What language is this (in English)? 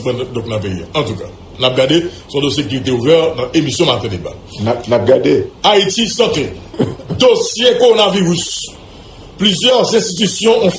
Haitian Creole